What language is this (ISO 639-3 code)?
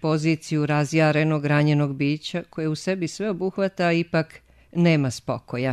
srp